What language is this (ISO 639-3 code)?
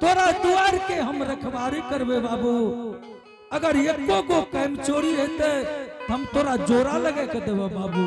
anp